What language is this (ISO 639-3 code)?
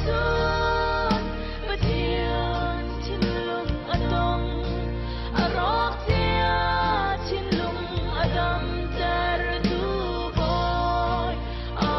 cfm